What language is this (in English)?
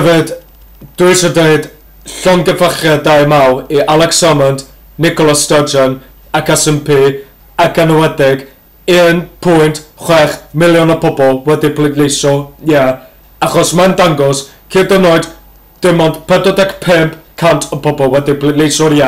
Welsh